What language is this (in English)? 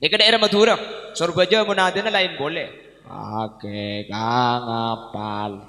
Madurese